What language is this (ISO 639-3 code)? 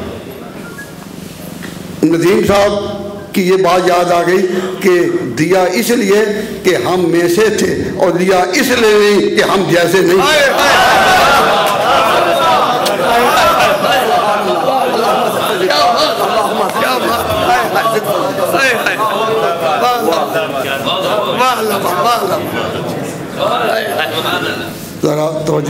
urd